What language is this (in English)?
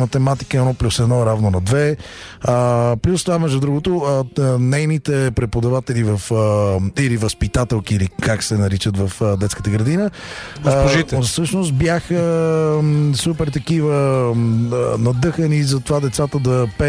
Bulgarian